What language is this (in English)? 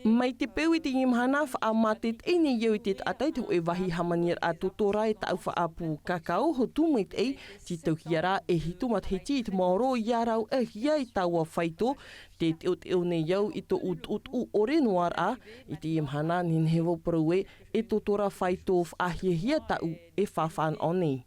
Tahitian